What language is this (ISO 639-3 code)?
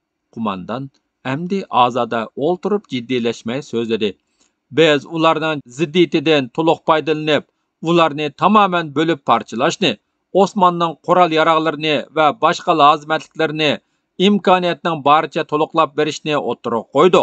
uig